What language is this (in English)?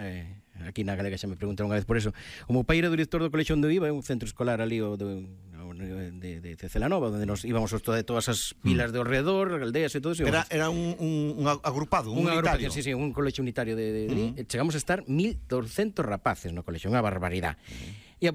Galician